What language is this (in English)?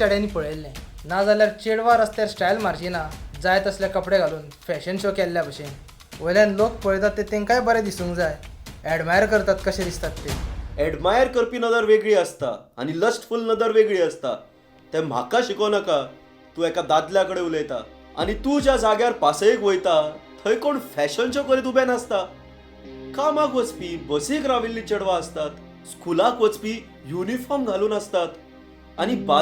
Konkani